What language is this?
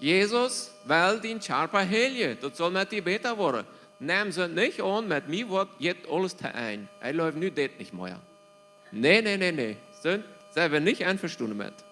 Plautdietsch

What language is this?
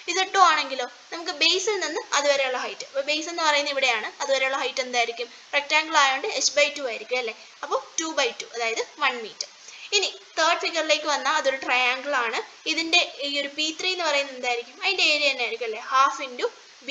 Malayalam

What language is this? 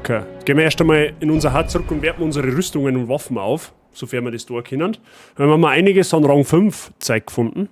Bavarian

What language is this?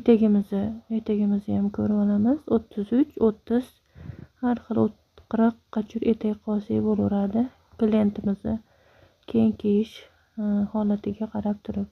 Uzbek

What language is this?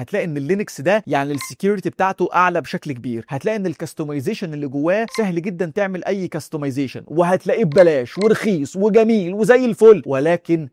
Egyptian Arabic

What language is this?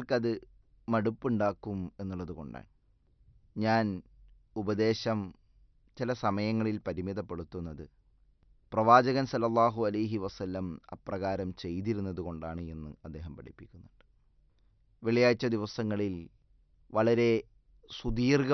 Malayalam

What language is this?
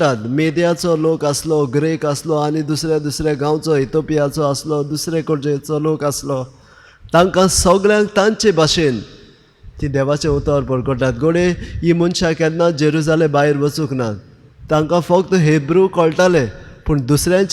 Konkani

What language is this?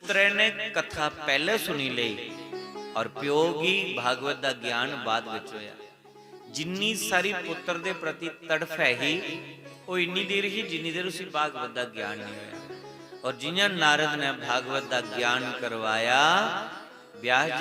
Dogri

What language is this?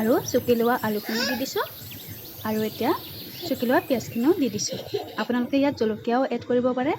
Assamese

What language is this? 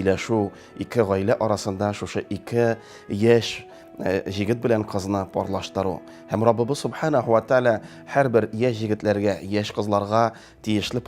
Tatar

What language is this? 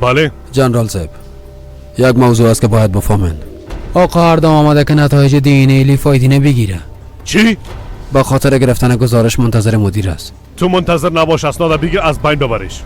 Persian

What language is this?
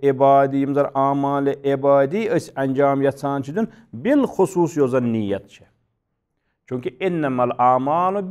Kashmiri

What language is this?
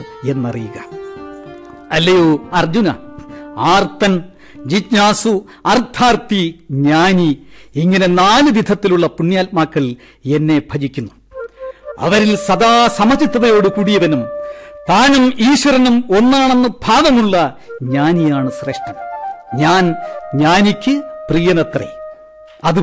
Malayalam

